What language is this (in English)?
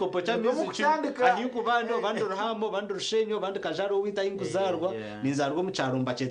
Nyankole